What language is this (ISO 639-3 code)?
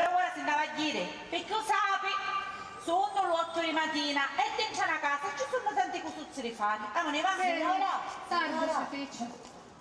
scn